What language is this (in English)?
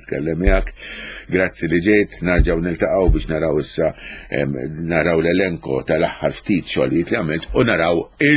Maltese